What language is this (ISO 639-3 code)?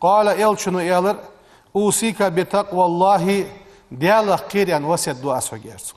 inh